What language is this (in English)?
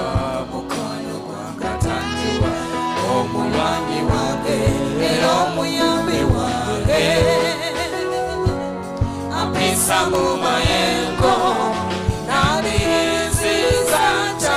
Ganda